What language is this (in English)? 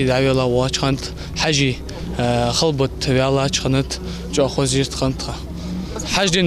Ingush